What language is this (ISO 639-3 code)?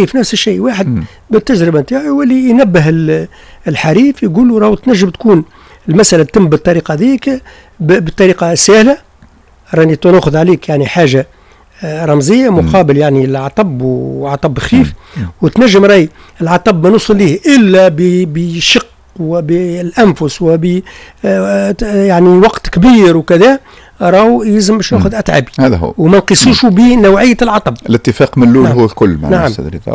aeb